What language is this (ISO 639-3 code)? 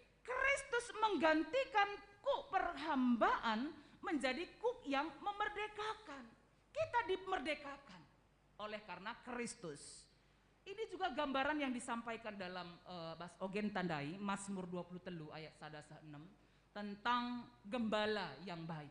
btx